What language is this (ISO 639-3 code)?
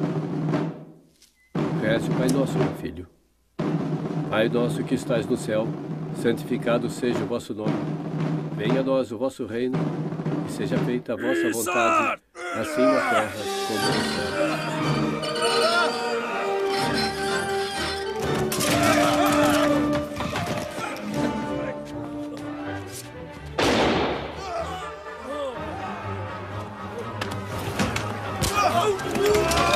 por